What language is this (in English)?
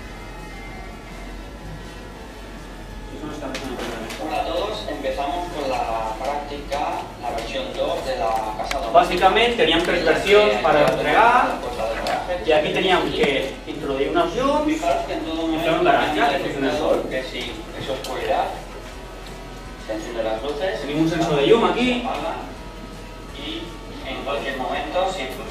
Catalan